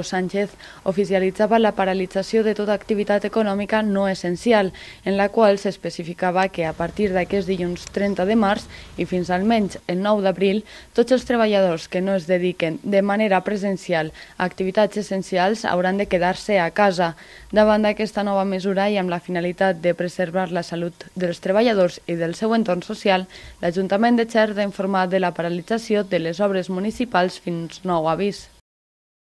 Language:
Catalan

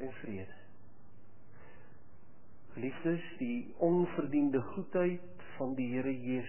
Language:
Afrikaans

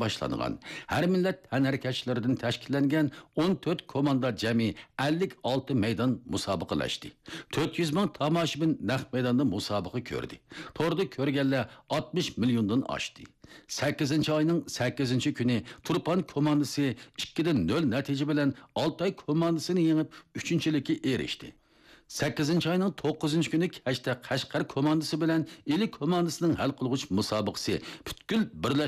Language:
Uyghur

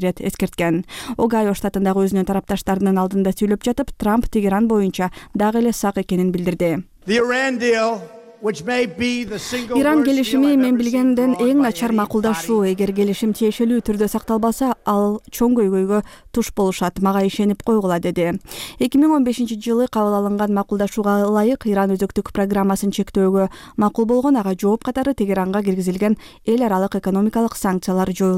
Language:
Kyrgyz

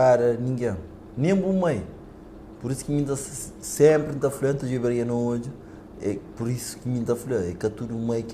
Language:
Kabuverdianu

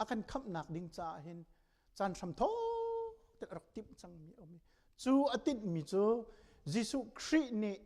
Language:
Hakha Chin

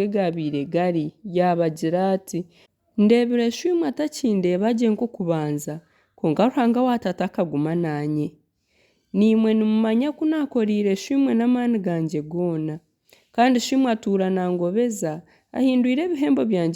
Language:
Nyankole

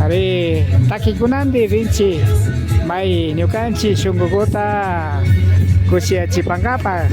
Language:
Imbabura Highland Quichua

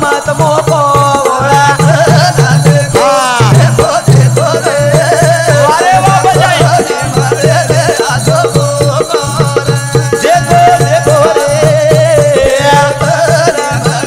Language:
Lambadi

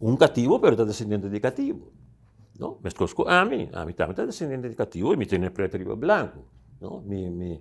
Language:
Papiamento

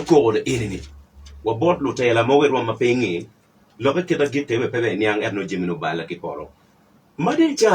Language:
Acoli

